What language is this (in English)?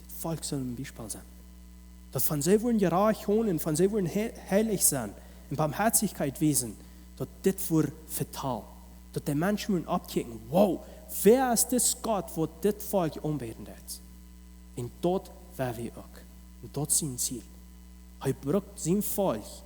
Plautdietsch